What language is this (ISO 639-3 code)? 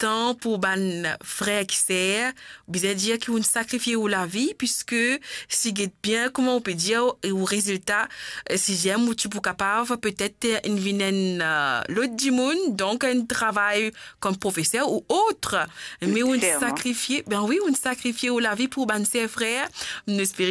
mfe